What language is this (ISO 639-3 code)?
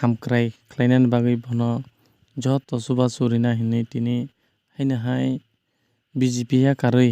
trp